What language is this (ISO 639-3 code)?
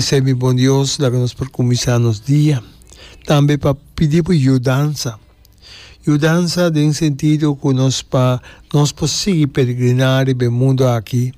pap